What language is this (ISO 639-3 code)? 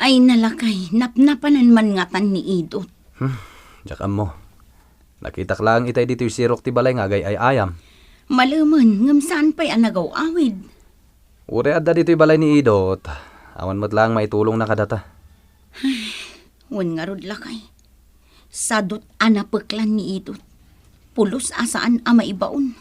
ilo